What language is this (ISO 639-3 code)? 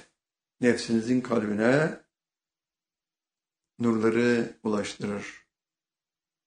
tur